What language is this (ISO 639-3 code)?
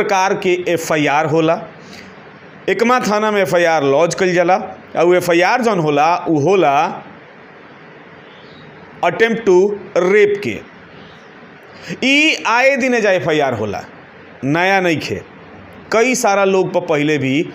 bho